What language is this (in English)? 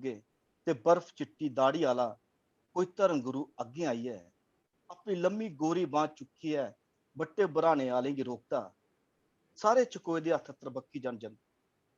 Dogri